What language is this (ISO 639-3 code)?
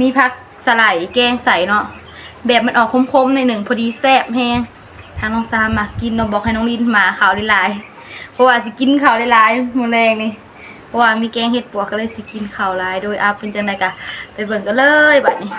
tts